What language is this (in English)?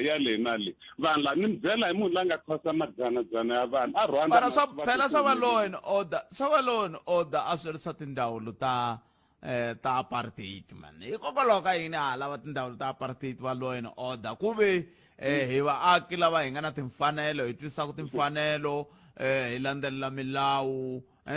Tsonga